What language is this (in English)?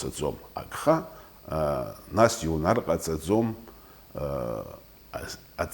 Abkhazian